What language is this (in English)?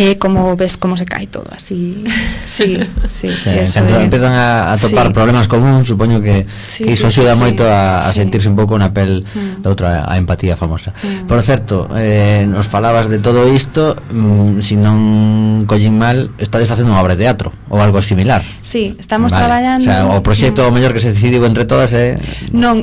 Galician